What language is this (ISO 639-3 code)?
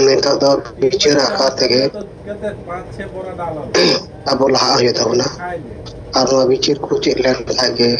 sat